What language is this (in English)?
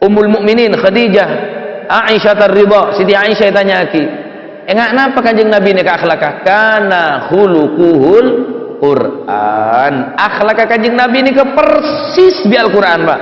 Madurese